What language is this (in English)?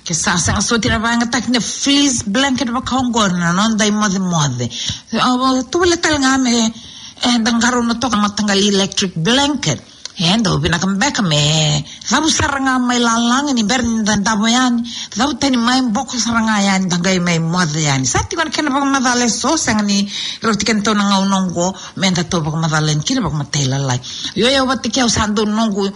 Fijian